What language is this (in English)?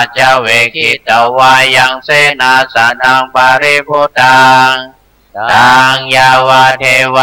Pali